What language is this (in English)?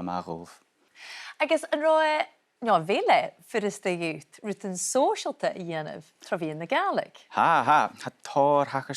Scottish Gaelic